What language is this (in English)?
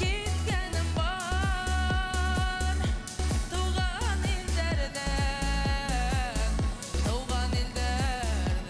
Bashkir